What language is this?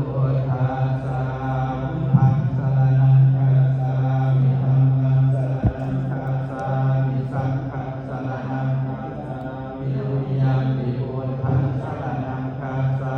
Pali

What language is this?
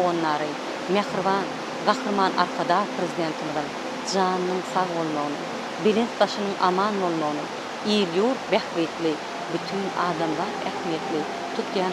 Turkmen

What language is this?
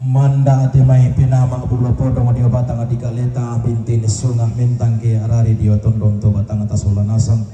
Toraja-Sa'dan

